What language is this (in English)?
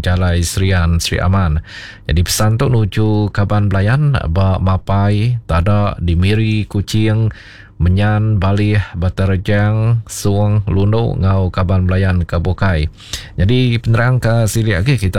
Iban